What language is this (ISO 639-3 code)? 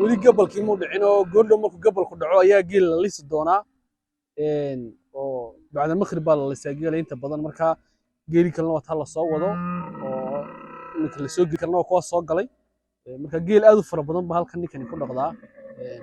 som